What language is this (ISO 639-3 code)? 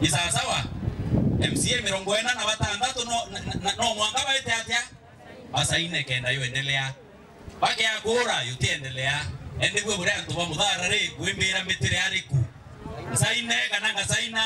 mer